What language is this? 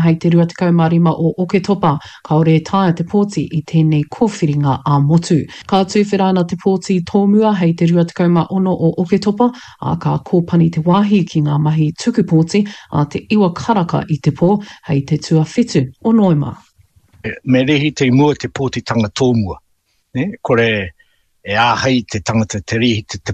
Māori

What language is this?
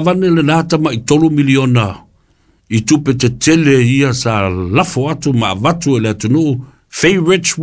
Samoan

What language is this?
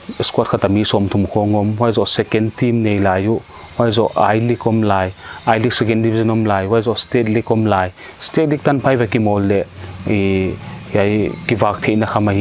Paite Chin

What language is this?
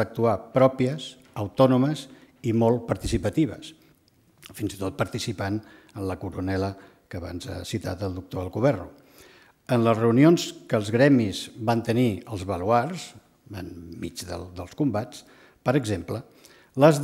Catalan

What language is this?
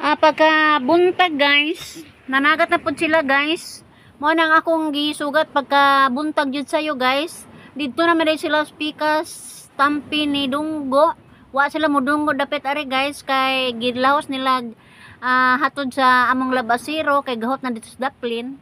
Cebuano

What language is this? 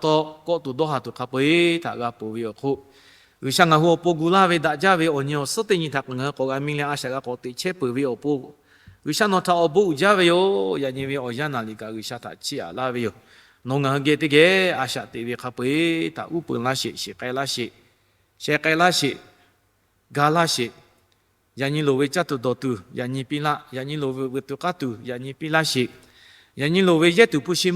Lahu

